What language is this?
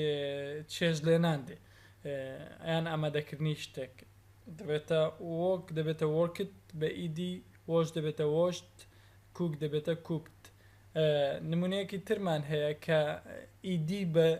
Central Kurdish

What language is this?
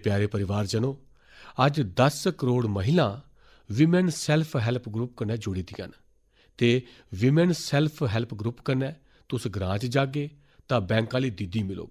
Dogri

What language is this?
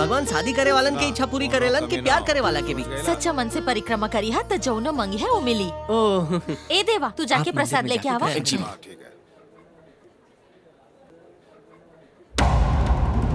Bhojpuri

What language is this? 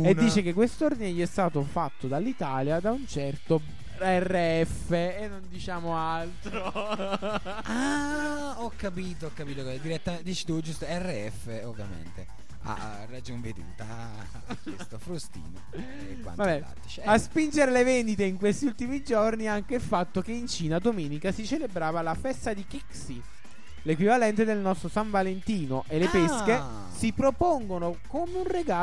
Italian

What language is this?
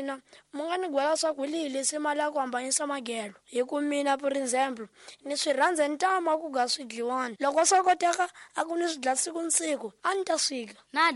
Tsonga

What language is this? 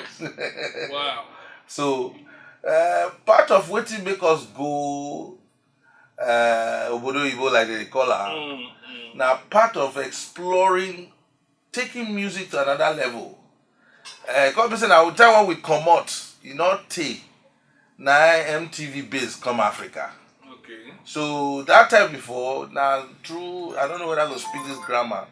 Nigerian Pidgin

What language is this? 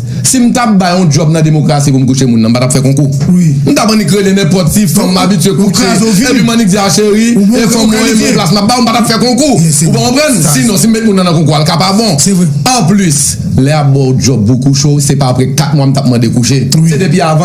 Haitian Creole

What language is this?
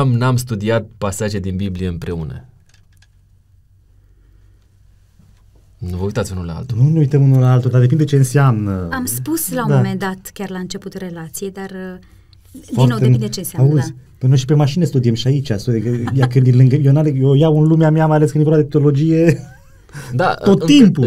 Romanian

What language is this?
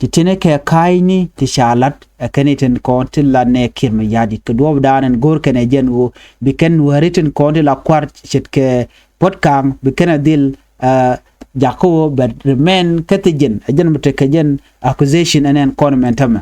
Nuer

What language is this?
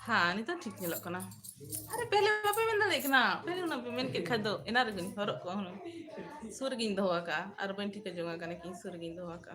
Santali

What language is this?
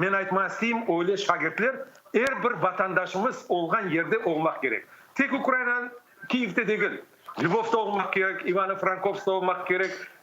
Crimean Tatar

